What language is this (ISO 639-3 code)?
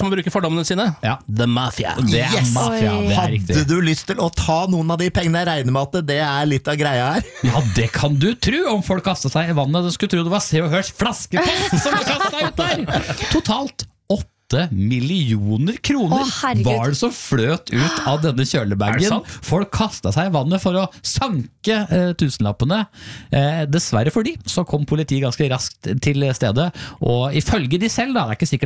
nor